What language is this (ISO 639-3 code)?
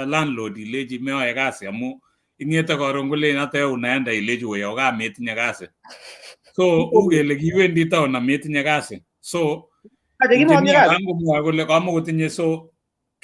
kln